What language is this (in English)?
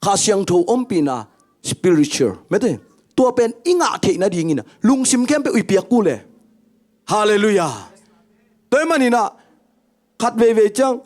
Tedim Chin